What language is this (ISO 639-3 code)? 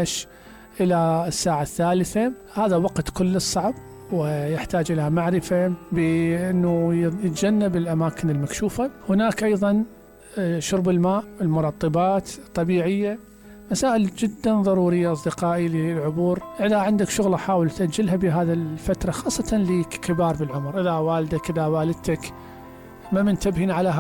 acm